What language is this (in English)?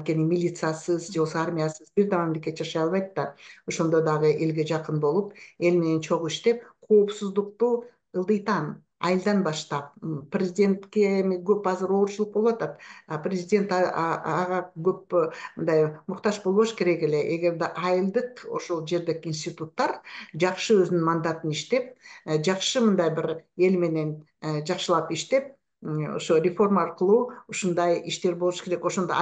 Kyrgyz